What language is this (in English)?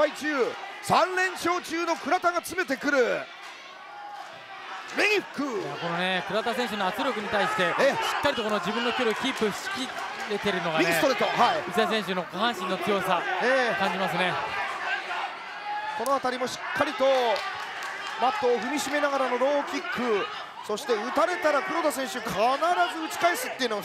Japanese